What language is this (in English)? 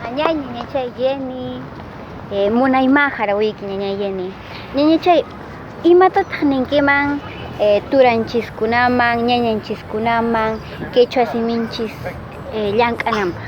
Quechua